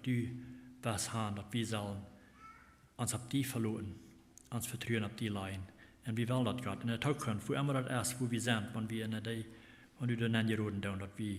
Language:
Plautdietsch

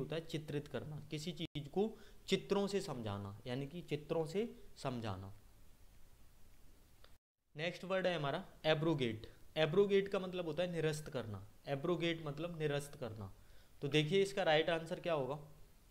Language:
Hindi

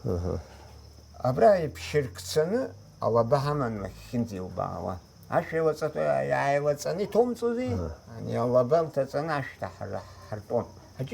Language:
Abkhazian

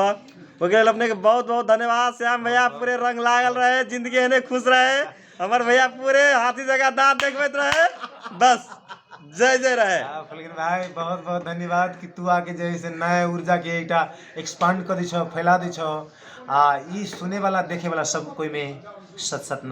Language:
Magahi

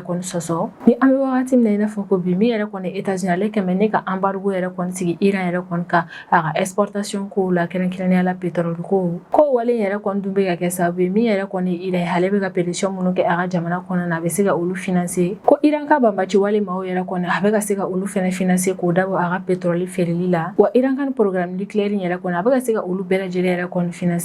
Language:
Bambara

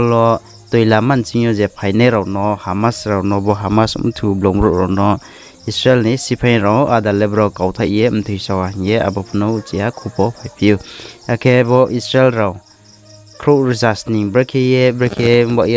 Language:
Riang (India)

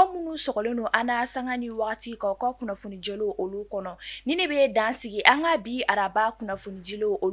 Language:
Bambara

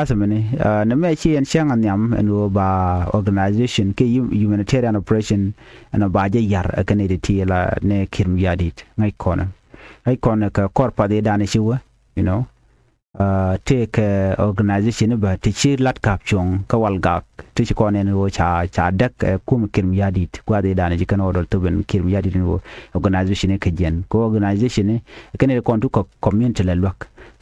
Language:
Nuer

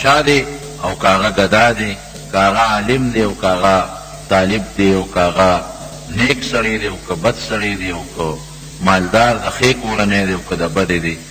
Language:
Pashto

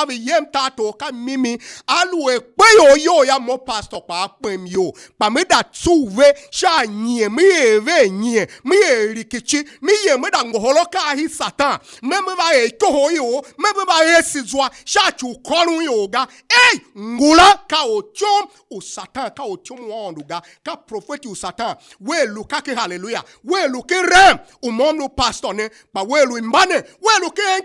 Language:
Tiv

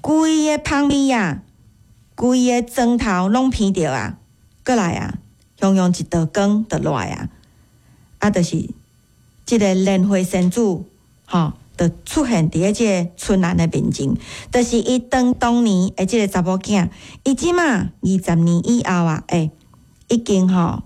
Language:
Min Nan Chinese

